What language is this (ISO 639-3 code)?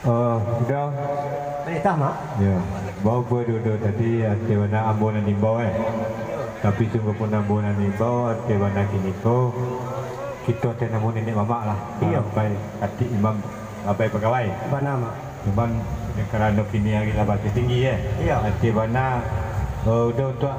min